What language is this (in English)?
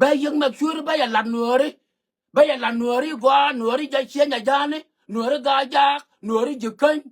Nuer